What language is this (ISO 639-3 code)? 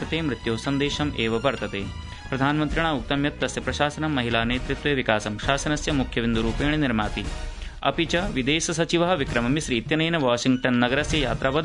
san